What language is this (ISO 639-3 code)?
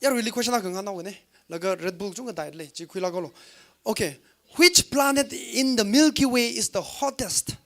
nmf